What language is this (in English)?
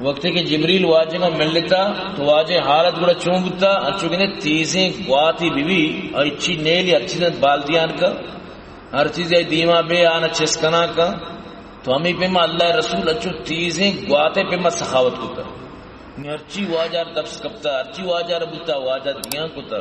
Baluchi